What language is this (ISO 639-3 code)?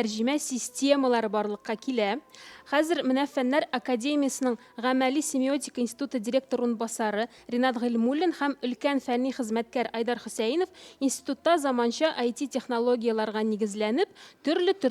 tat